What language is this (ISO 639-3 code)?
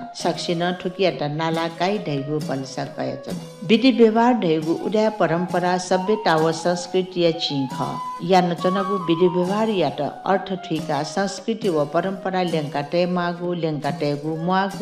new